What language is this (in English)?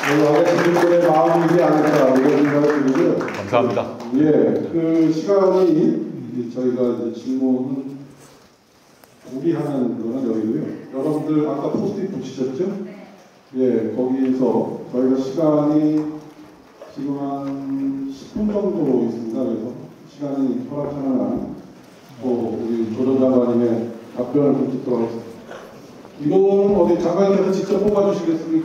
Korean